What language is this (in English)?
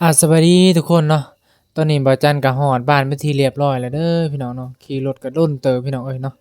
Northeastern Thai